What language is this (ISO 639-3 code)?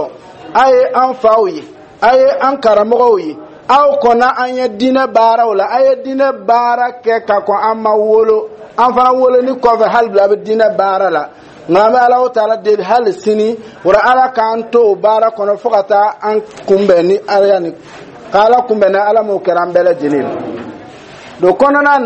dyu